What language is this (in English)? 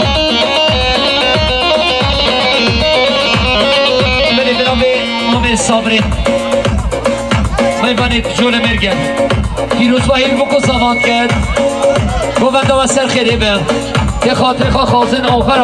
Kurdish